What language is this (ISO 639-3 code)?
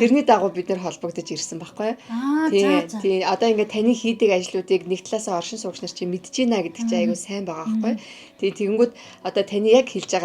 mon